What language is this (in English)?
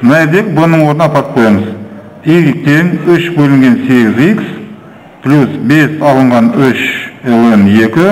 Kazakh